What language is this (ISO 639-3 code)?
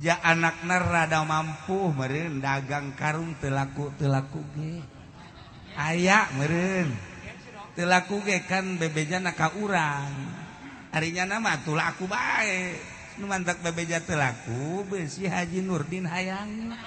sun